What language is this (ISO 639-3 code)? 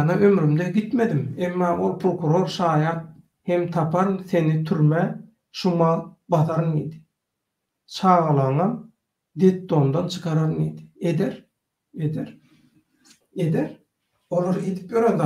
tuk